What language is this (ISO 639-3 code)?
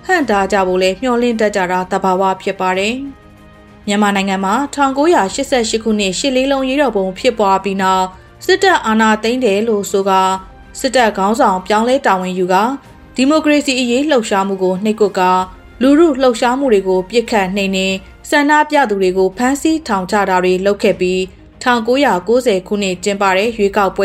mya